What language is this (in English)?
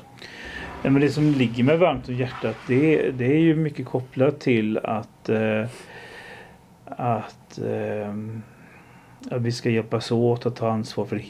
Swedish